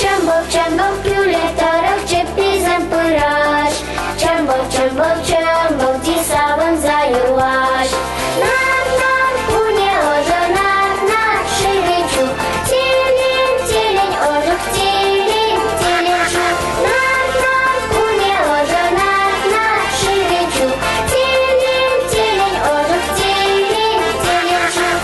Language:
Chuvash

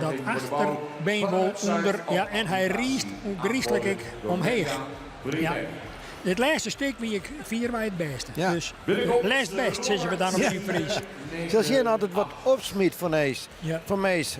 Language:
Western Frisian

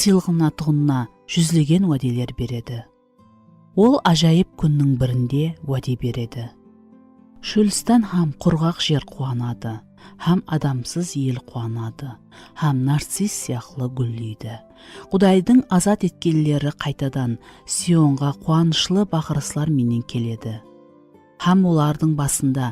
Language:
Kara-Kalpak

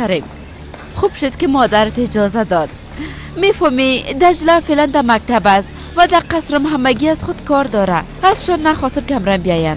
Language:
Persian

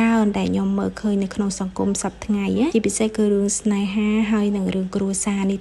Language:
Khmer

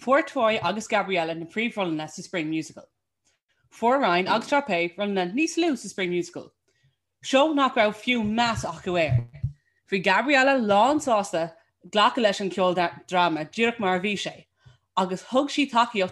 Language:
Irish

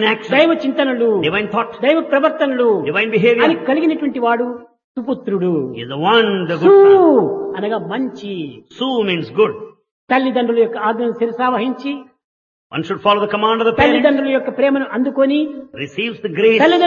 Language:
Telugu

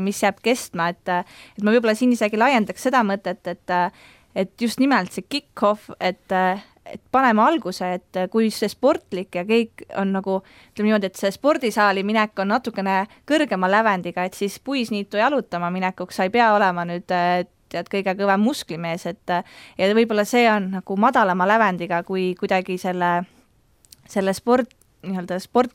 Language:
Estonian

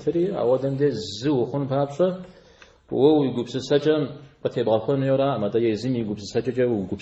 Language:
Kabardian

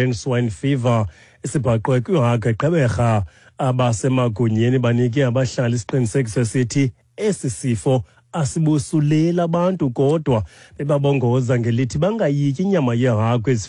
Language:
Xhosa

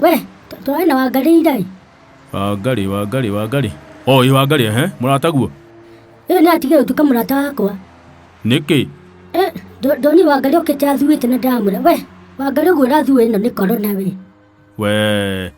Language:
Kikuyu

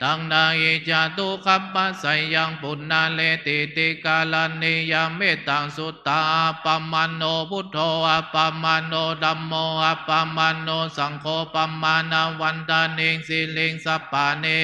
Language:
Pali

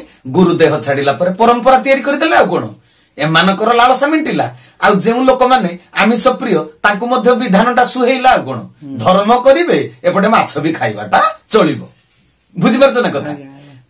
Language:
Odia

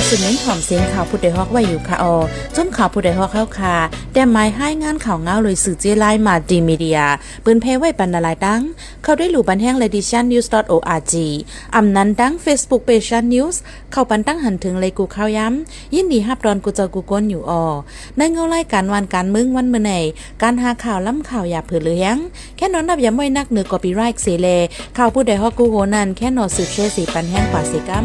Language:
Shan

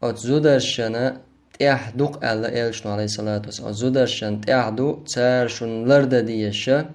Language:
Chechen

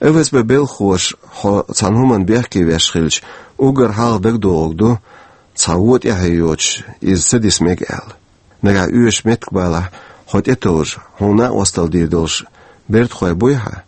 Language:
Chechen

